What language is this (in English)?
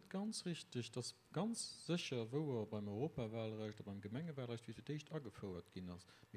Luxembourgish